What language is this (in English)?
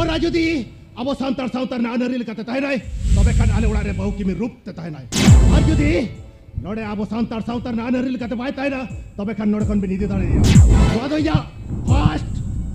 Santali